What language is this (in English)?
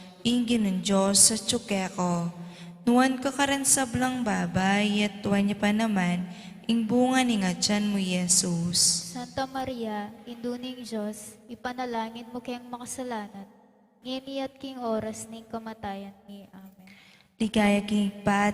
Pampanga